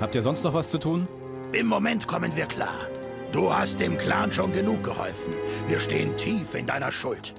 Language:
Bavarian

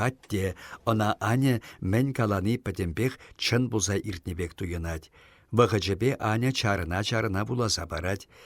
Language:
Chuvash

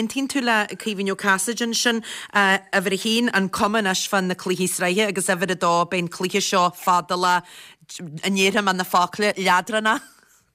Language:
Irish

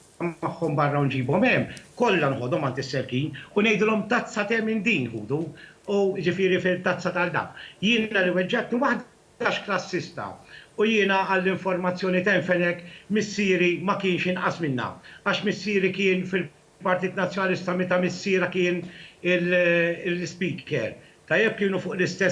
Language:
Maltese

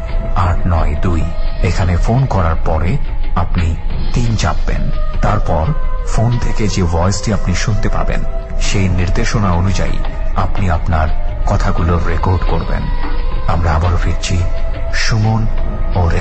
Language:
Bangla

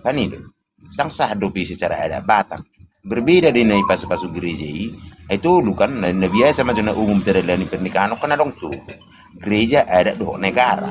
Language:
Batak Toba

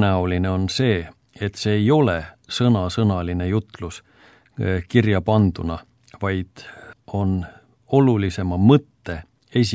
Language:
Estonian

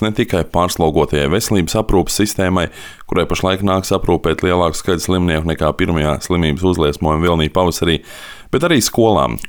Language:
Latvian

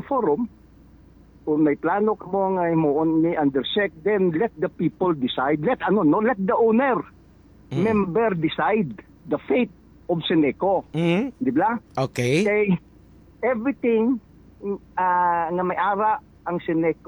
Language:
Hiligaynon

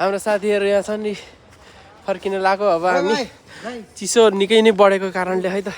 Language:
Nepali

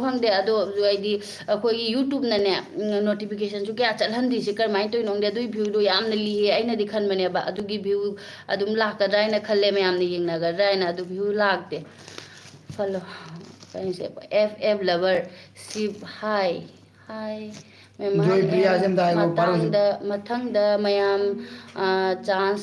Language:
Manipuri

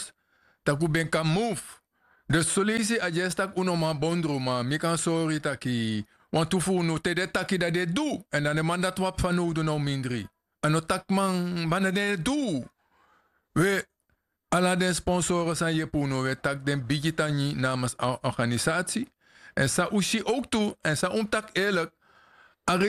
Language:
Sranan Tongo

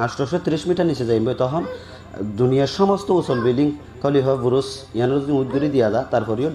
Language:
Rohingya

